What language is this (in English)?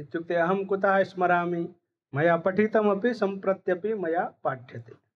Sanskrit